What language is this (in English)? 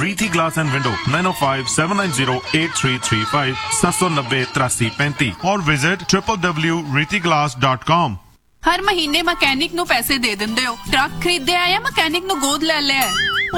Punjabi